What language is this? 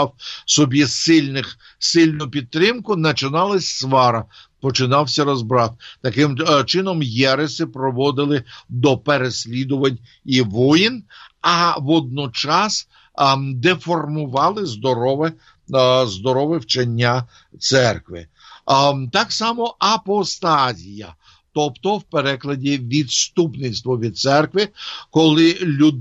Ukrainian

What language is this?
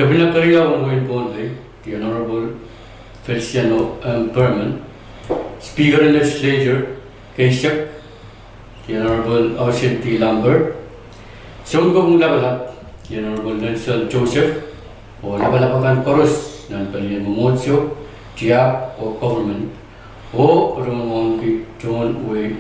Pohnpeian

